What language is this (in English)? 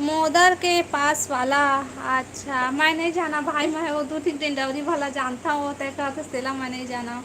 Chhattisgarhi